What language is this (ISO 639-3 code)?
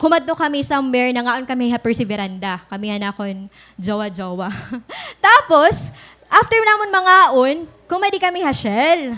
war